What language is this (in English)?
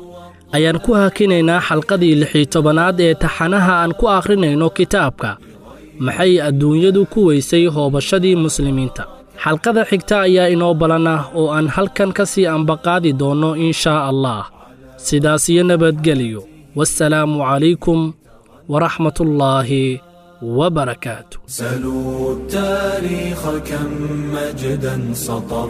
Somali